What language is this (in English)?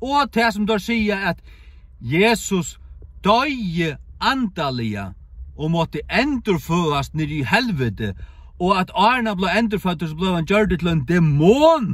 Faroese